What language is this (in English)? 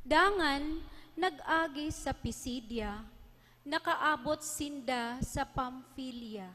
Bikol